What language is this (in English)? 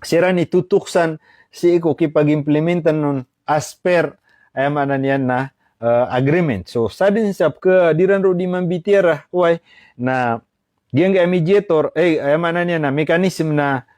Maranao